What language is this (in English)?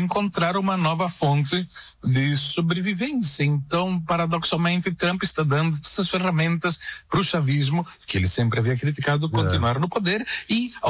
Portuguese